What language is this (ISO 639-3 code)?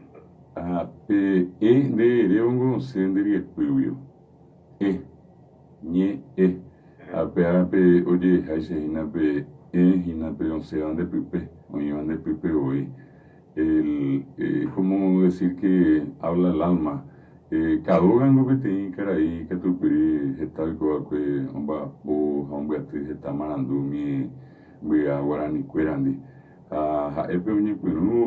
grn